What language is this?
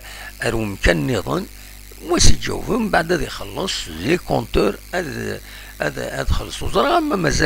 Kabyle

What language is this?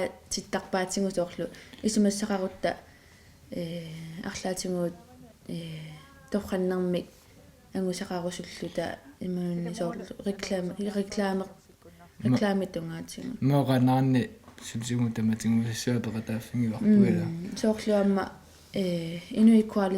Kalaallisut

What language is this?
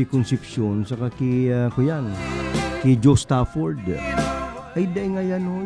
Bikol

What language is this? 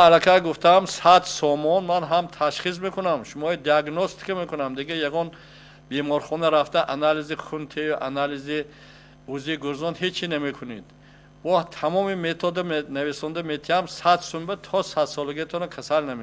Tajik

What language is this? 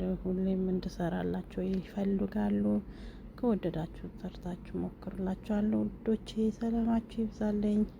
Amharic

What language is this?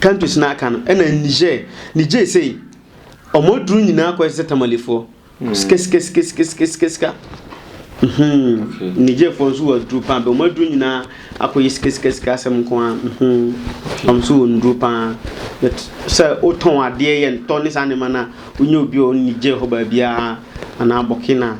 Akan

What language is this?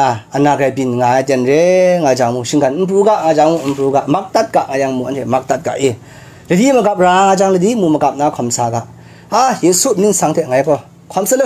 Kachin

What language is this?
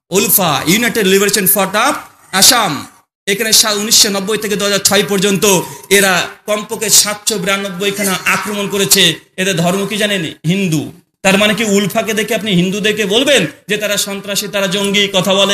Bangla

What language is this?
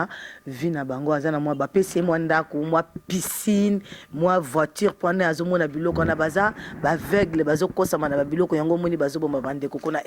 Lingala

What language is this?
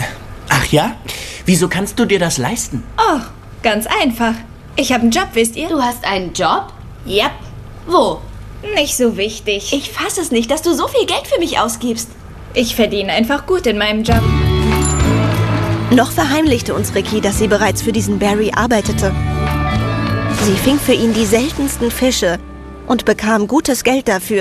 German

